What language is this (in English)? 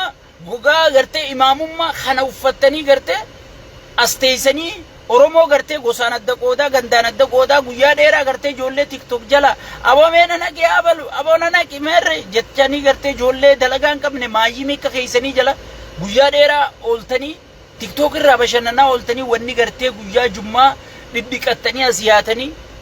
Oromo